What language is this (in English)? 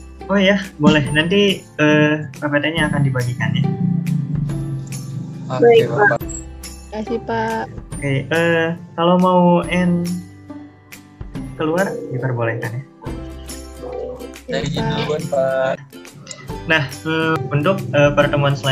Indonesian